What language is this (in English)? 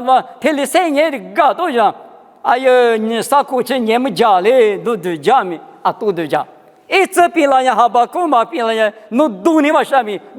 Lisu